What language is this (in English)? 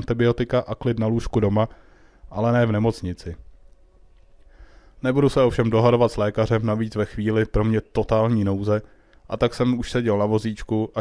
Czech